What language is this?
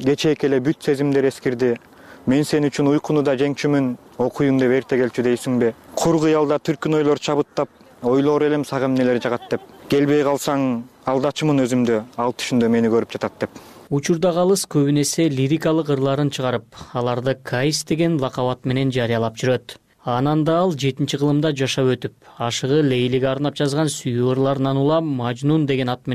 Kyrgyz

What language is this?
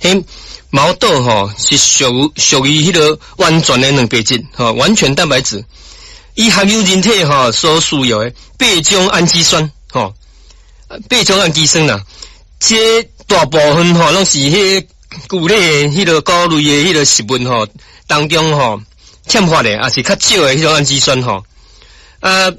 Min Nan Chinese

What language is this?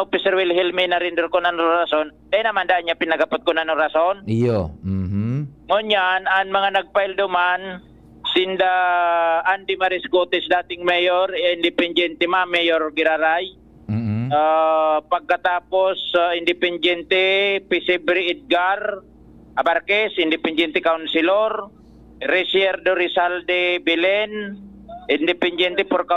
Bikol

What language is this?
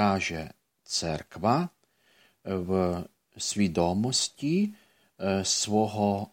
Ukrainian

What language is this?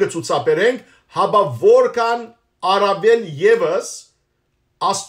Western Armenian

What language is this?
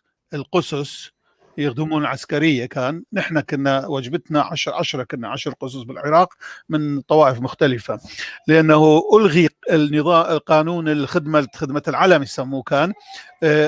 North Levantine Arabic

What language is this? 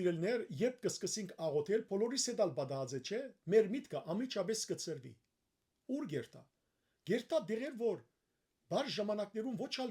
Western Armenian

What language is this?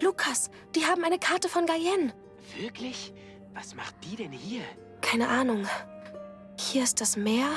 Bavarian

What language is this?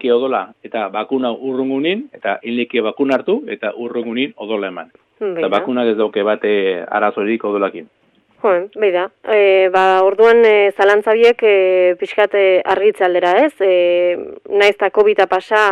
Basque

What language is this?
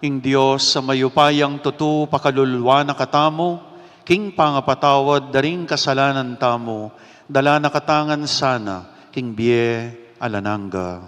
Pampanga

